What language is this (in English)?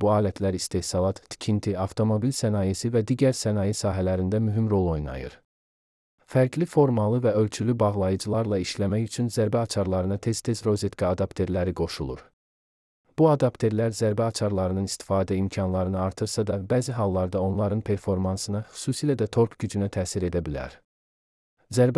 Azerbaijani